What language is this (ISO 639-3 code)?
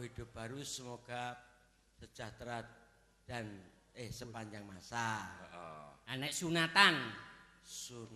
jav